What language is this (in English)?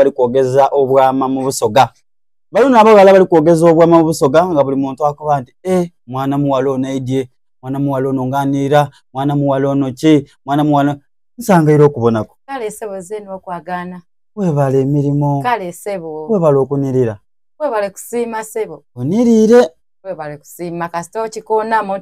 Soga